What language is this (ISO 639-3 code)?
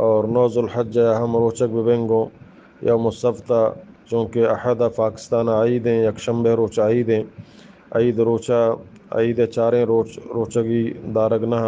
bgp